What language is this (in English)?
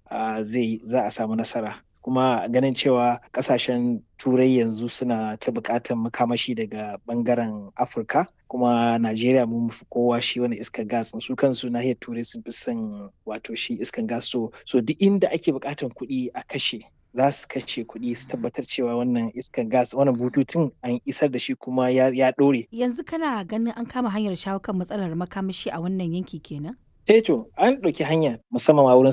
Hausa